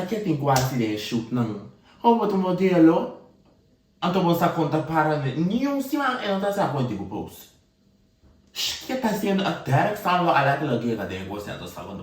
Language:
Papiamento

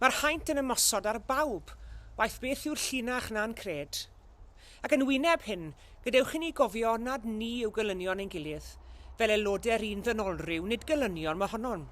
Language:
Welsh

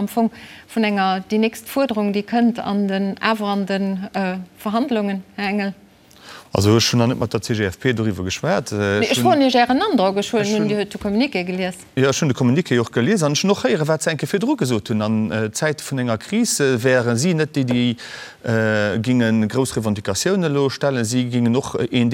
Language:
Luxembourgish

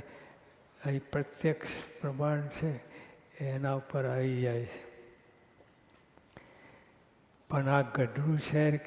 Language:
Gujarati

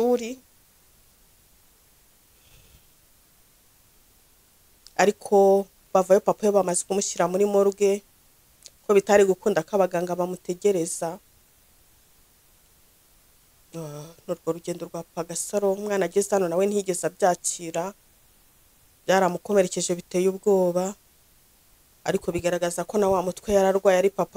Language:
Kinyarwanda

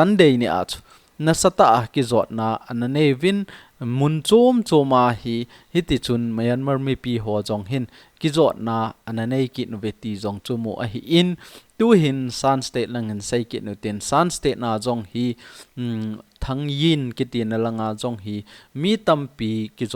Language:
Thado Chin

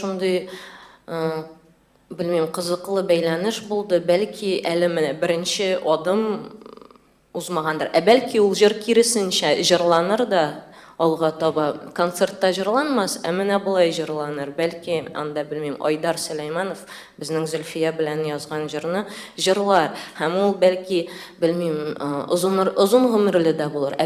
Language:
Tatar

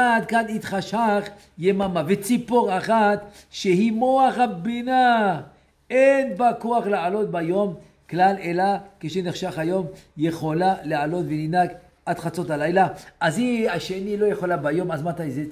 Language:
Hebrew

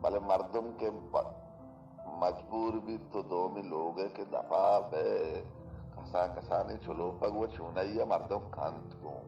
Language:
Baluchi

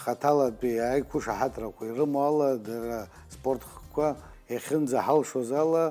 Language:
Abkhazian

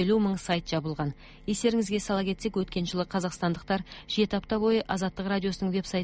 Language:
Kazakh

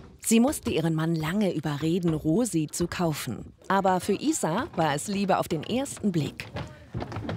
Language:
German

